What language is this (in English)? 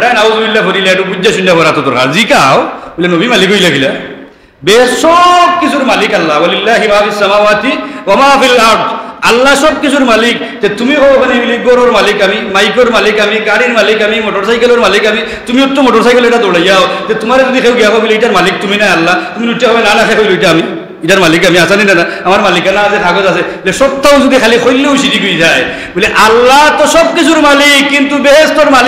Sylheti